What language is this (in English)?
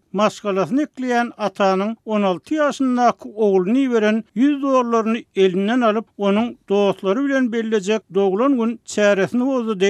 Turkmen